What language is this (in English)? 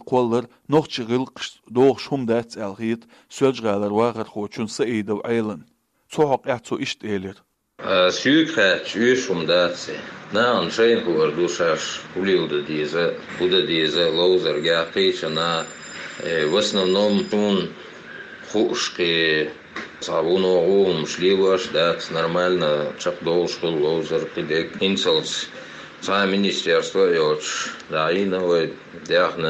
Chechen